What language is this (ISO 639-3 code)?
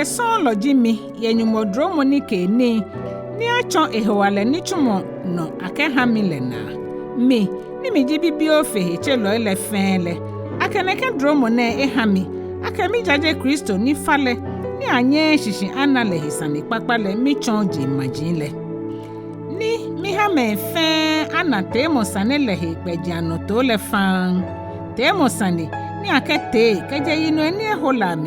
gaa